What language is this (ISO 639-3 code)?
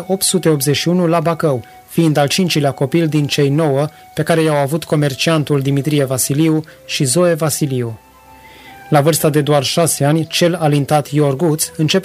ron